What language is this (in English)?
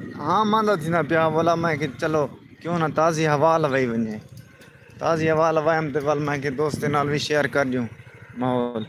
Saraiki